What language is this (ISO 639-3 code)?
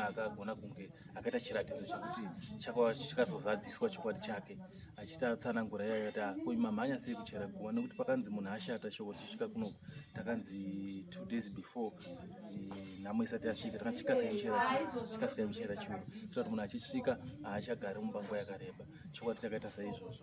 sna